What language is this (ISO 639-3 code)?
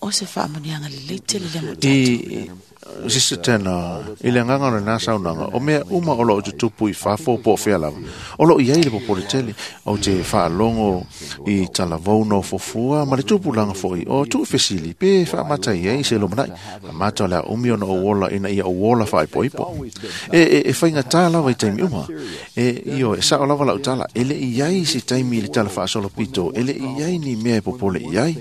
smo